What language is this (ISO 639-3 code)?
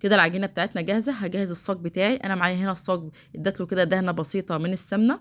arz